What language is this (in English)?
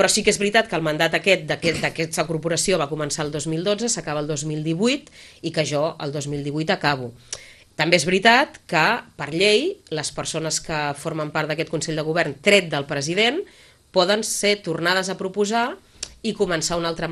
Catalan